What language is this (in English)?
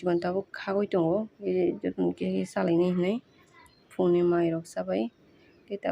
Kok Borok